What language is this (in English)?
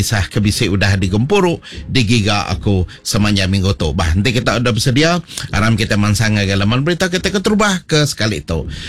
Iban